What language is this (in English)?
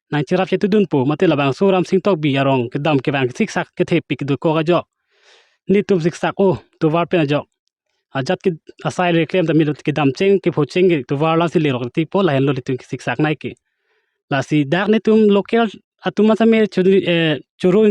Karbi